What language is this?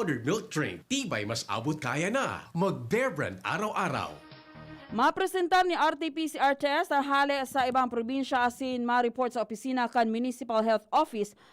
Bikol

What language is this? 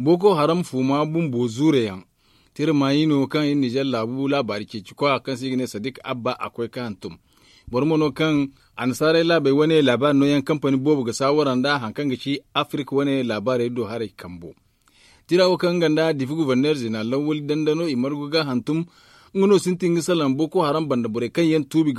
Zarma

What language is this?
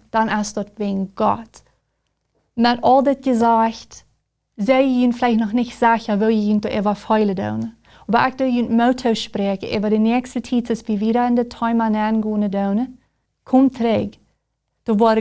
Plautdietsch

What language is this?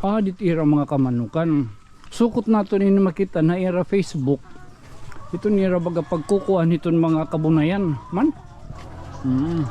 Waray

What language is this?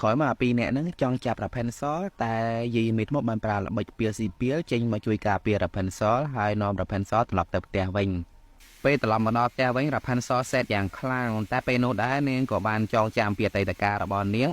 Khmer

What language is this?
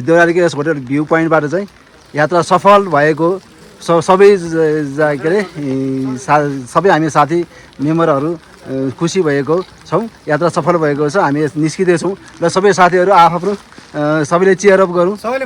Nepali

